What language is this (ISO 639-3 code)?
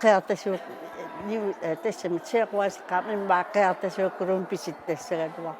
kal